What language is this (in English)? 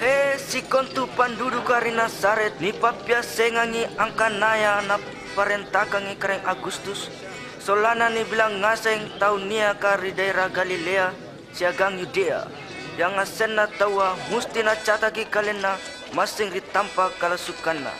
Makasar